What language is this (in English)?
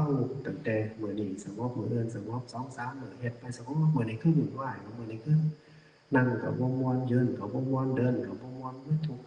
Lao